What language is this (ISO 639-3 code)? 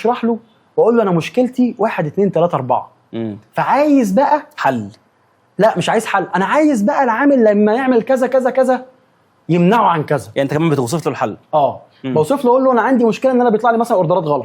arz